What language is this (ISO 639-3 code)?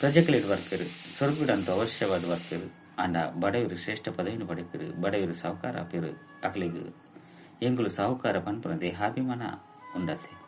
tcy